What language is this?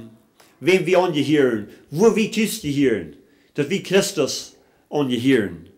Plautdietsch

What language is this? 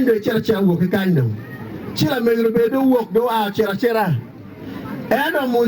Acoli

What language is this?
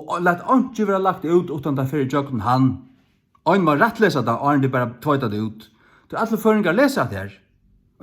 Faroese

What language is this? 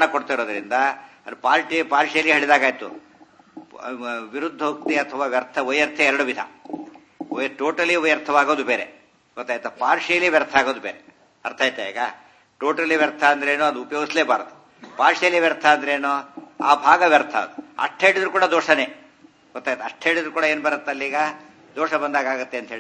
Kannada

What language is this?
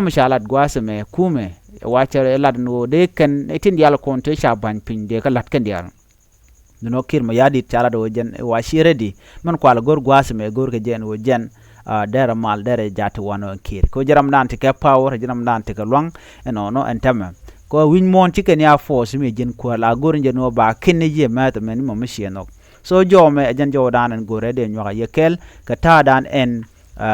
Nuer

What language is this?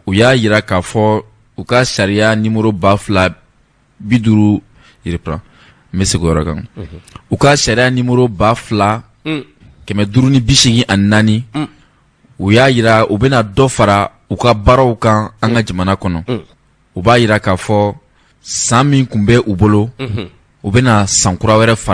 Bambara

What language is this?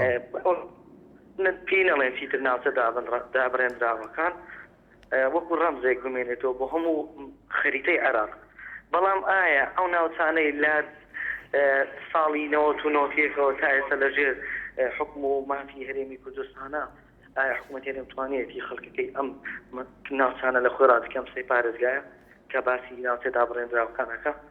Central Kurdish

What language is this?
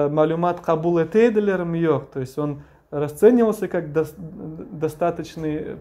Crimean Tatar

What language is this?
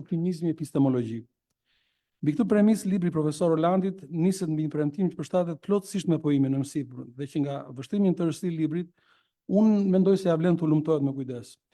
Albanian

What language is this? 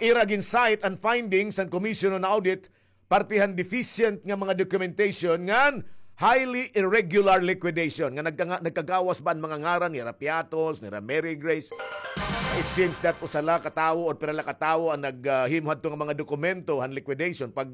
Waray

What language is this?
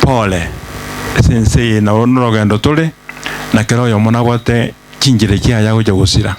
Gusii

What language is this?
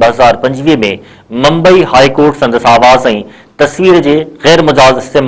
Sindhi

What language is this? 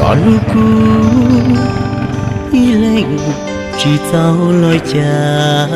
Hmong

